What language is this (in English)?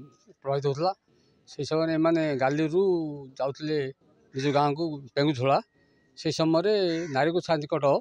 Odia